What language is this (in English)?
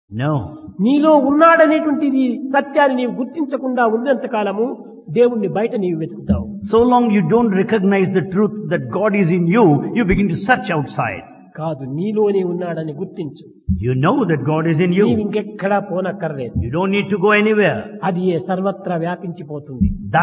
Telugu